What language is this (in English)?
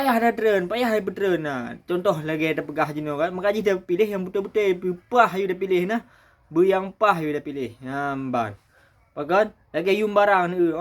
Achinese